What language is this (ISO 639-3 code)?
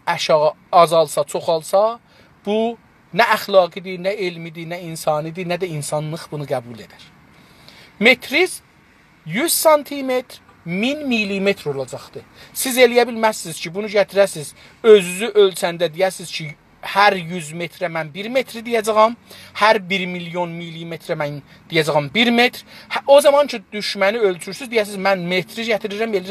azb